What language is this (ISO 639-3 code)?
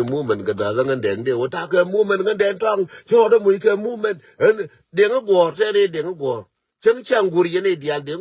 nus